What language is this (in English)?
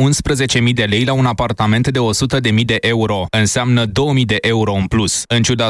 Romanian